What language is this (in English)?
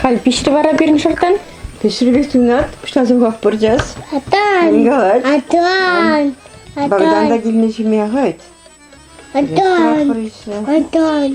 Chuvash